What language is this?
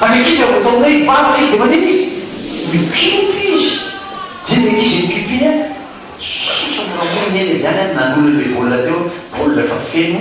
Malagasy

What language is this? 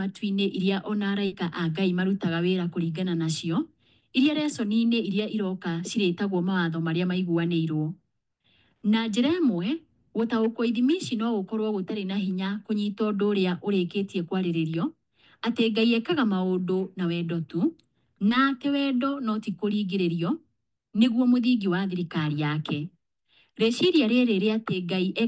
Kikuyu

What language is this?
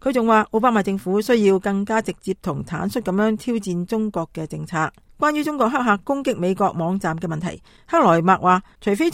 Cantonese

